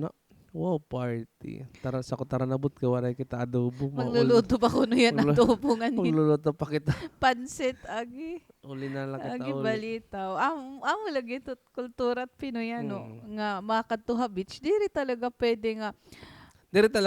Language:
Waray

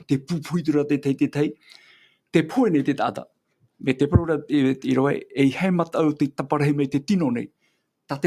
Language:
Tahitian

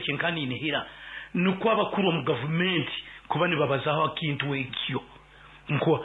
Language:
Nyoro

